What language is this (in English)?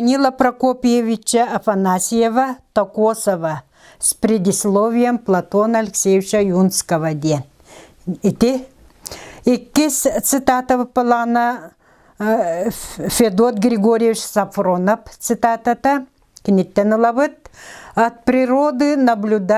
Yakut